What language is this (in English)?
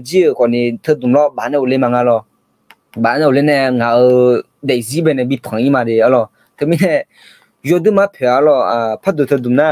Akha